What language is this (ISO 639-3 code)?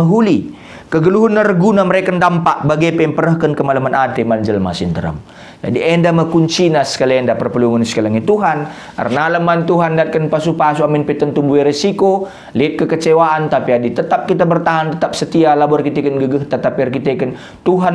btx